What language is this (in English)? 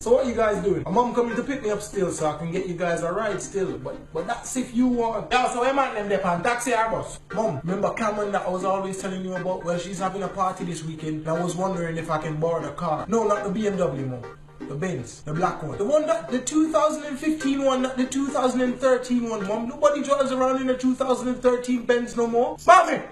Jamaican Creole English